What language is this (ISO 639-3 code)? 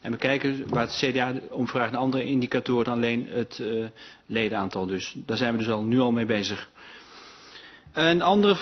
nld